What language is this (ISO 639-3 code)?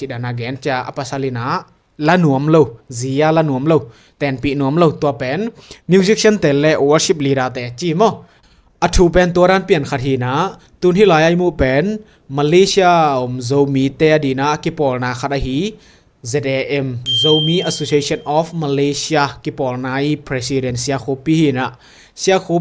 ctd